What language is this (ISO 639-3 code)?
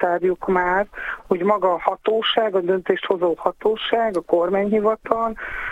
hun